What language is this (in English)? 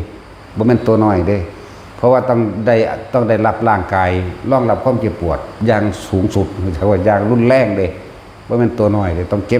Northeastern Thai